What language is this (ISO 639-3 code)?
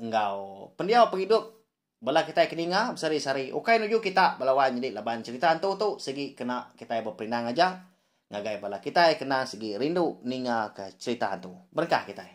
iba